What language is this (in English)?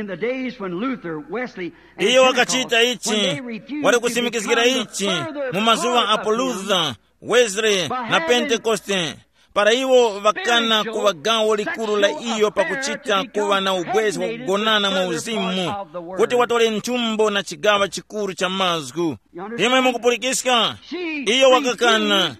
Tumbuka